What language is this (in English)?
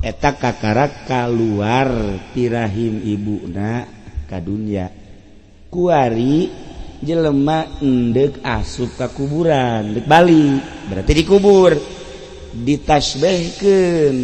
Sundanese